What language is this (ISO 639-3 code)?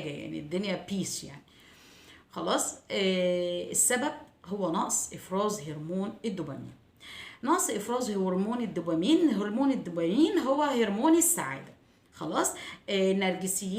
arz